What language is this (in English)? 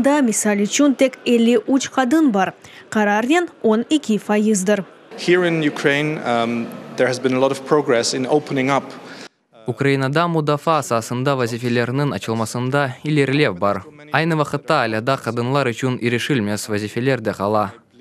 Crimean Tatar